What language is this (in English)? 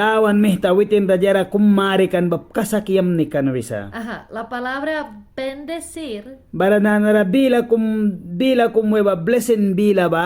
Mískito